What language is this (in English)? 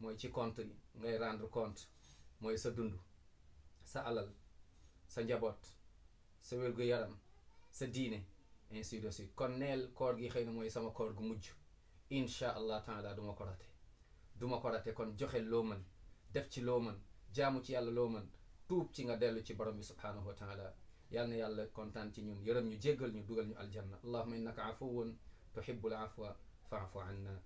Wolof